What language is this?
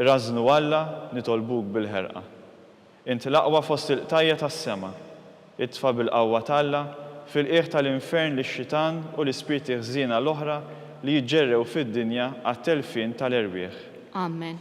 Maltese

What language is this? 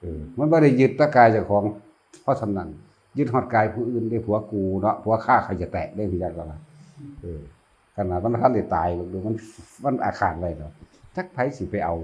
Northeastern Thai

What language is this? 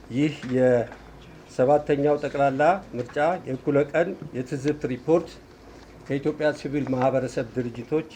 Amharic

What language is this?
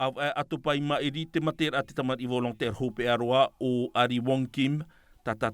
Tahitian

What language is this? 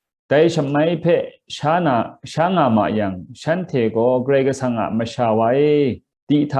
Kachin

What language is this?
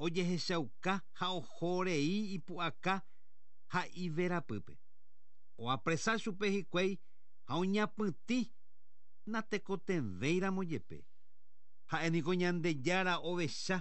Guarani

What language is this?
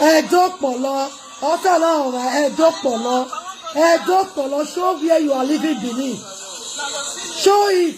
Nigerian Pidgin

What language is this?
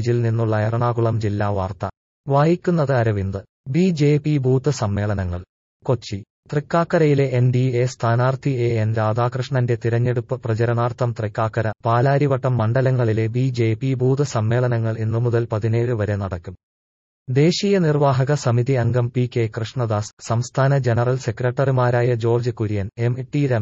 Malayalam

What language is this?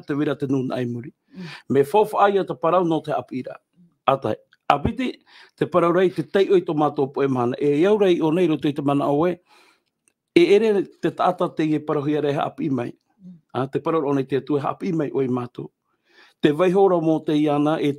Tahitian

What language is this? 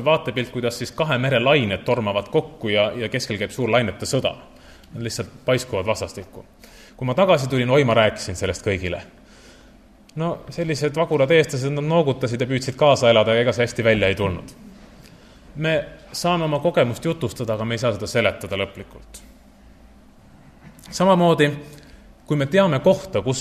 Estonian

